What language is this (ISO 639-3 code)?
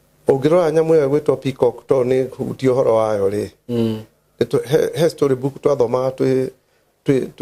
kik